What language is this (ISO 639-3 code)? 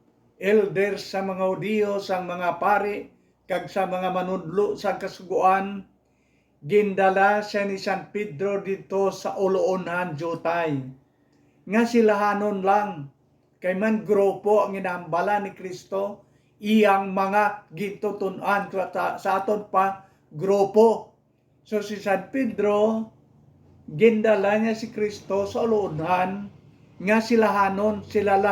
hil